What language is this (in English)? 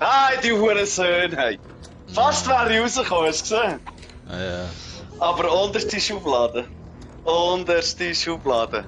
Swiss German